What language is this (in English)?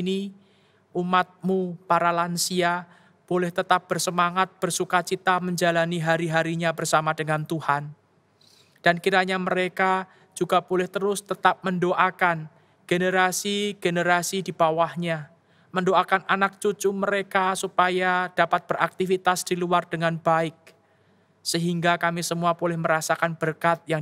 Indonesian